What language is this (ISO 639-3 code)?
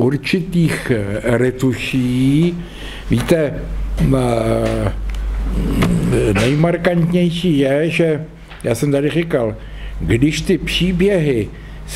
ces